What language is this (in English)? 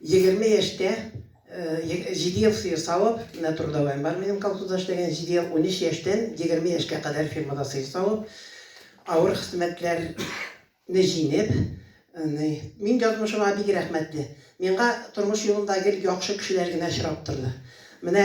Tatar